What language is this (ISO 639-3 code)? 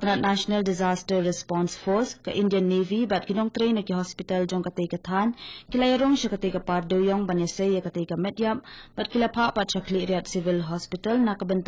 kha